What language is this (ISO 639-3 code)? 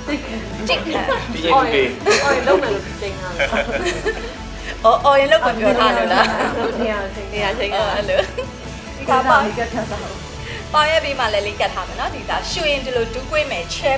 mya